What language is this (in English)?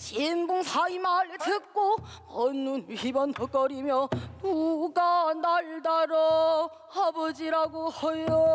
Korean